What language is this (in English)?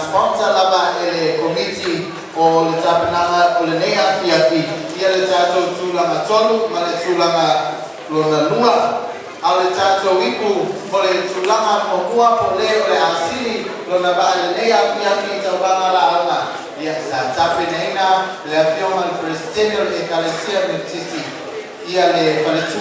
Samoan